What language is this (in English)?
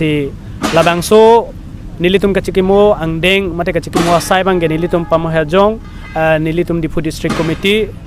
Karbi